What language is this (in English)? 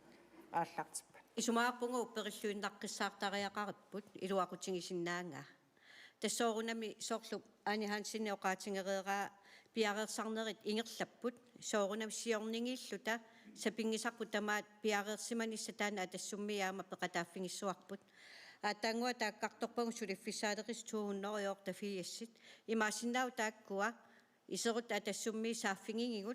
Kalaallisut